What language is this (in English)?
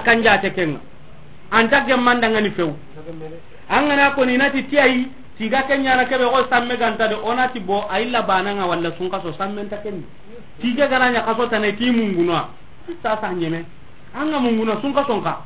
Soninke